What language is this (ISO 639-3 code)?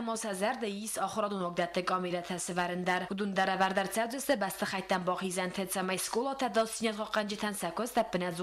oss